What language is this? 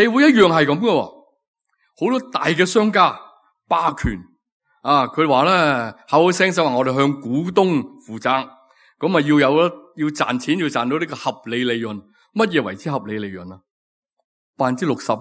Cantonese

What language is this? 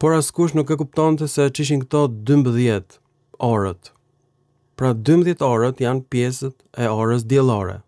Albanian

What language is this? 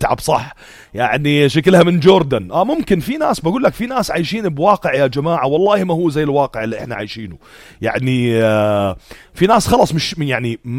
North Levantine Arabic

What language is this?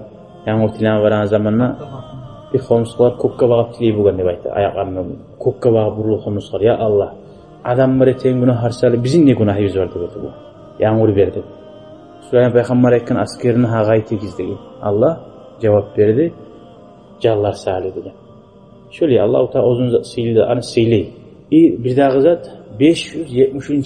Kumyk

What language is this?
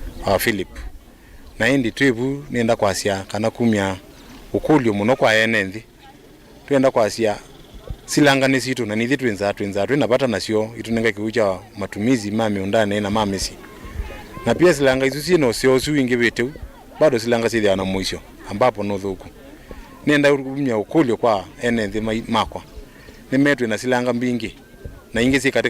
Kamba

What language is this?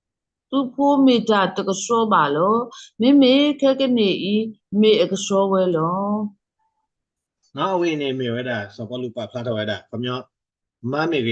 S'gaw Karen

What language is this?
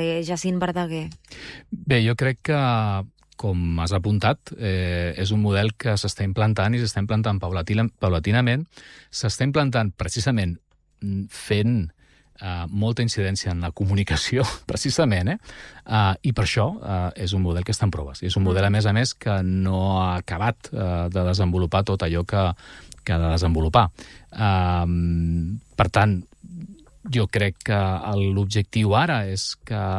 Catalan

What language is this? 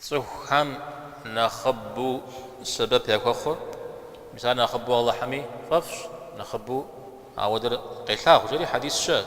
Kabardian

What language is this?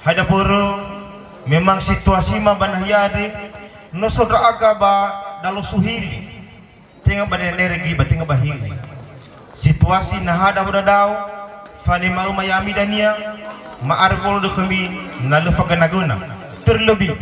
Nias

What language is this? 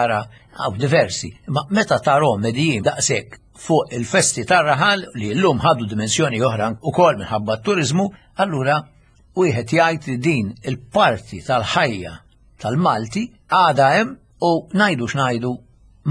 Maltese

